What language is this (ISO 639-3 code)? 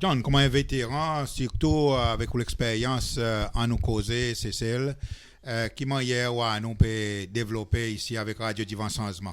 crs